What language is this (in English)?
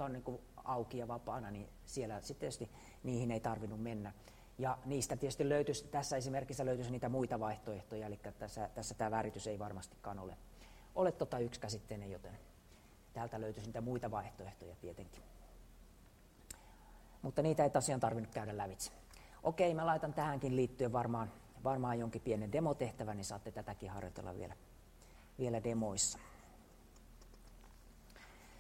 Finnish